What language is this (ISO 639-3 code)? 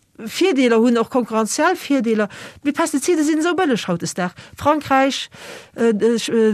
ltz